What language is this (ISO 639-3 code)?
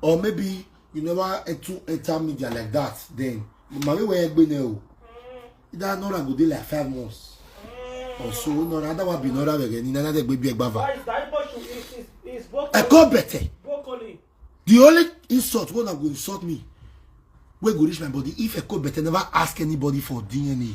pcm